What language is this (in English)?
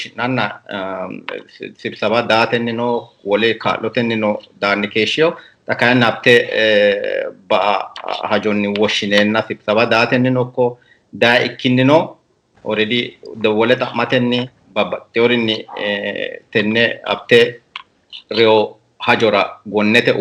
Sidamo